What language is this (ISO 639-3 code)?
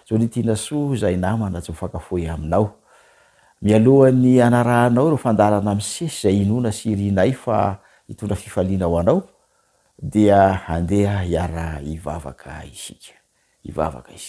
mlg